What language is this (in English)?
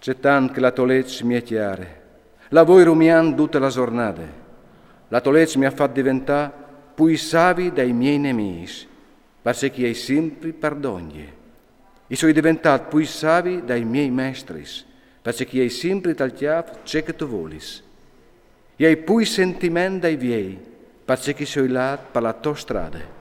Friulian